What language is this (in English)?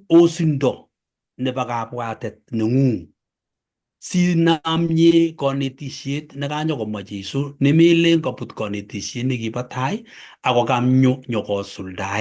Kalenjin